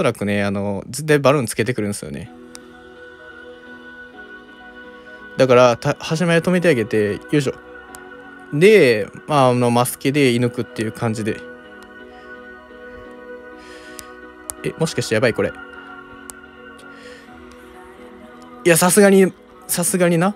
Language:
Japanese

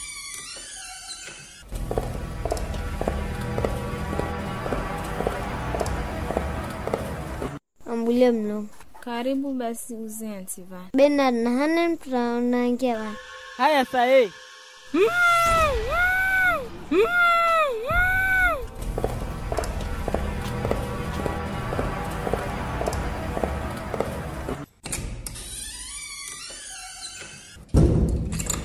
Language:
Swahili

